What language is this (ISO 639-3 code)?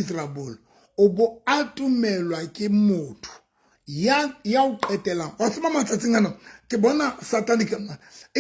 sot